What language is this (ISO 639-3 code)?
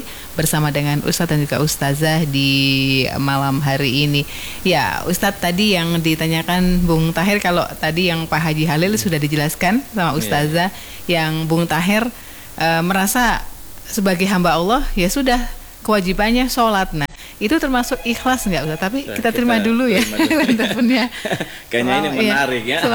ind